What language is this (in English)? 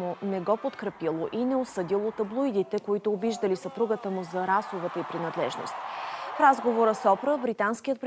Bulgarian